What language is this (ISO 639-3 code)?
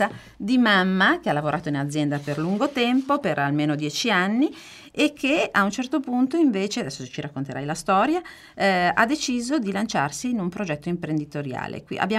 ita